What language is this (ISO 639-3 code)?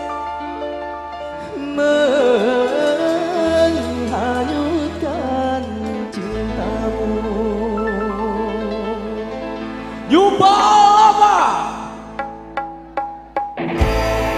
ind